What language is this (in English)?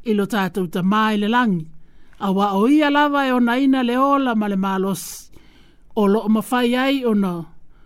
Samoan